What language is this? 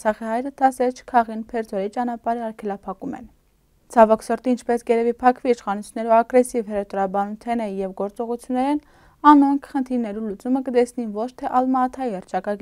Western Armenian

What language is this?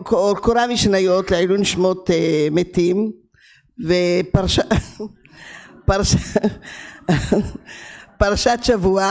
Hebrew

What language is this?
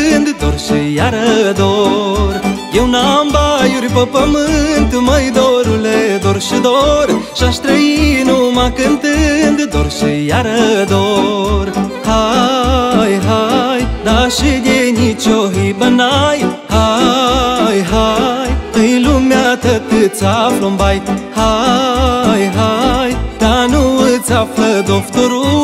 Romanian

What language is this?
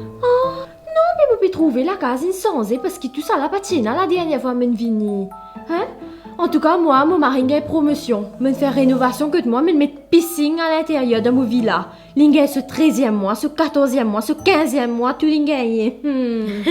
Morisyen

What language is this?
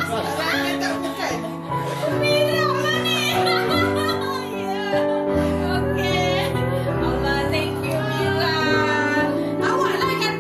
Malay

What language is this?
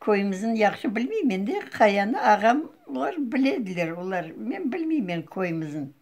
Crimean Tatar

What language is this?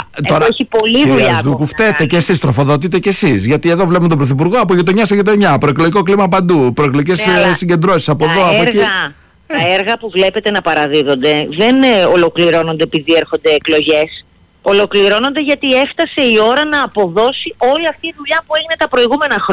Greek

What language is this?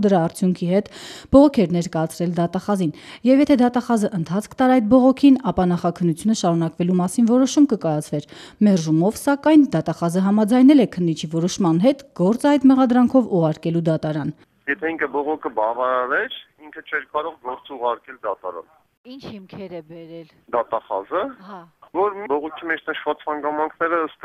Armenian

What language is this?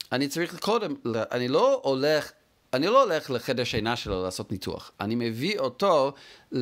Hebrew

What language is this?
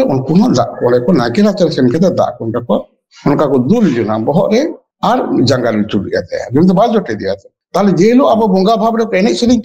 Santali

